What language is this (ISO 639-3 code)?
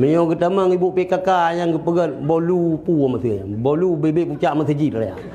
ace